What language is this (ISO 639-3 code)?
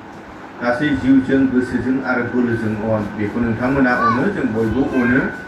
brx